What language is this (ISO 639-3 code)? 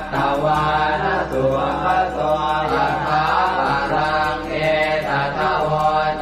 pli